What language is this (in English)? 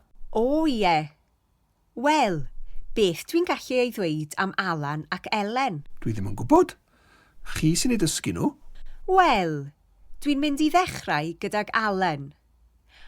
Welsh